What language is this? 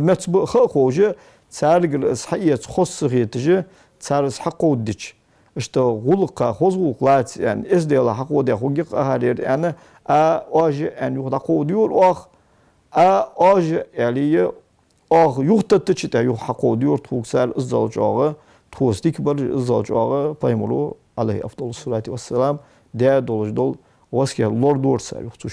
Ingush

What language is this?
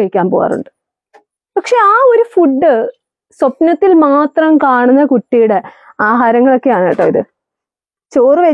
Malayalam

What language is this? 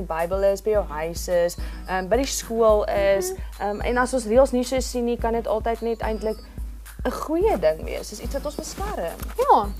Afrikaans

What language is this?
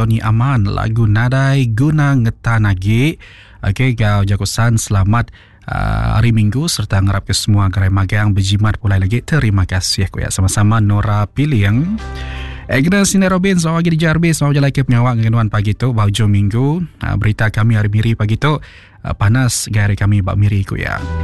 Iban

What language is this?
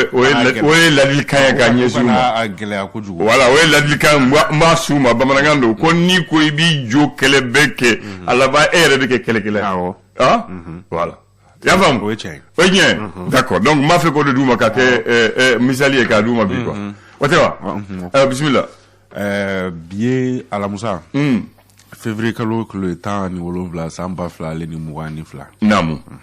Bambara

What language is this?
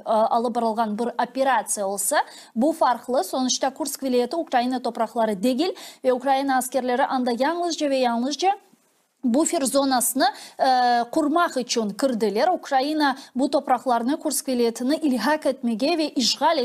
Crimean Tatar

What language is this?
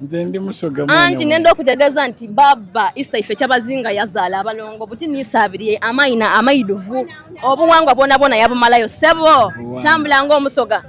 Soga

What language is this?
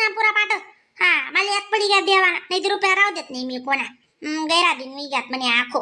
Khandesi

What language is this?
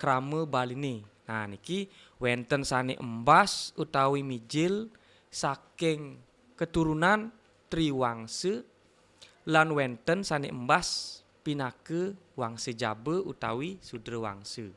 Balinese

